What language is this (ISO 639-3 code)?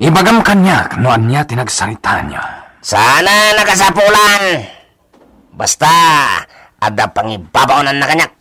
ilo